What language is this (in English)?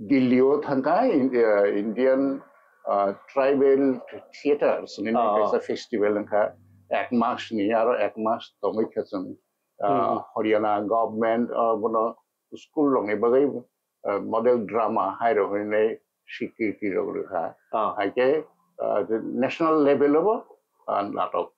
Kok Borok